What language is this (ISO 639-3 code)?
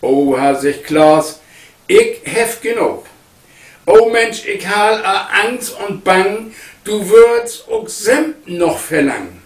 nds